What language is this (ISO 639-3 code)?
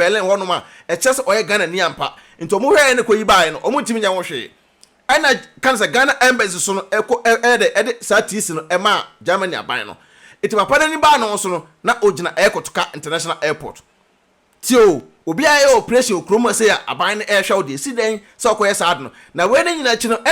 aka